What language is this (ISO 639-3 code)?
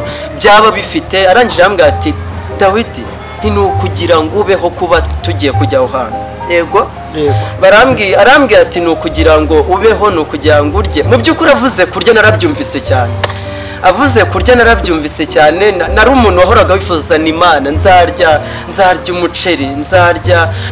kin